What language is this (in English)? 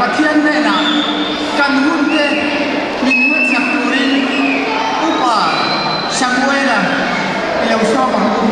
Mizo